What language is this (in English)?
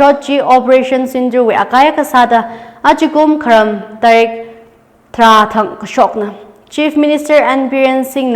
Tangkhul Naga (India)